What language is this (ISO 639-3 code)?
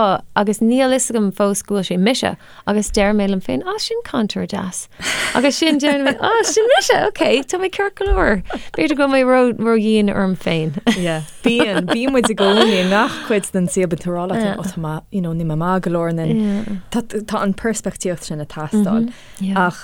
gle